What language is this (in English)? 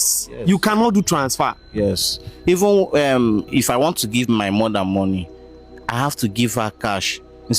Nigerian Pidgin